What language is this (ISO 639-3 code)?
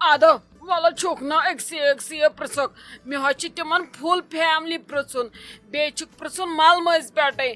kas